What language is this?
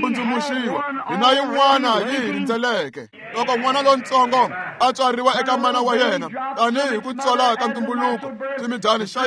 Tsonga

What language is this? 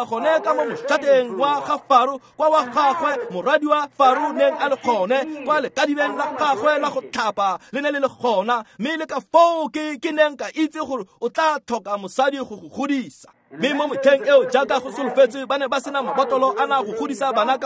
Tswana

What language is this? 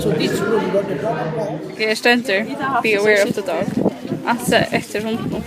Faroese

